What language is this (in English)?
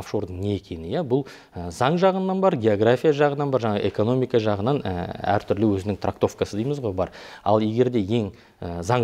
Kazakh